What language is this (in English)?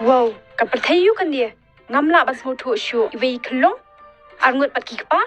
Khasi